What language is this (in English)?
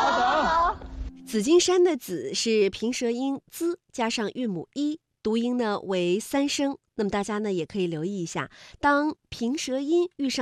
Chinese